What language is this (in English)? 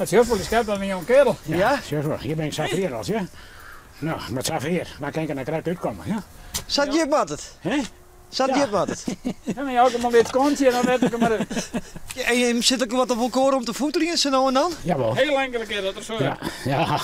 Western Frisian